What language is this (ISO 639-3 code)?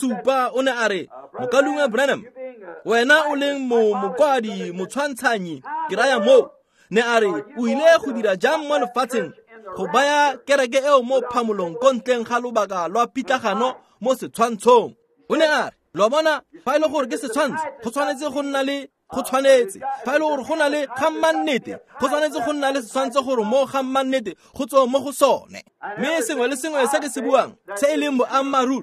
tsn